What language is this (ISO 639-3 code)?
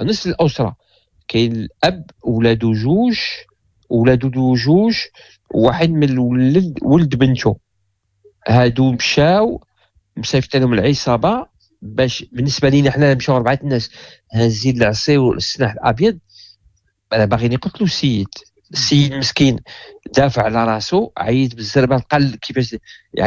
ary